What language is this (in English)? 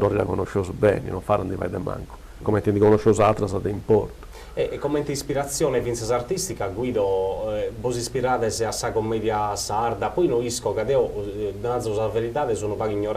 Sardinian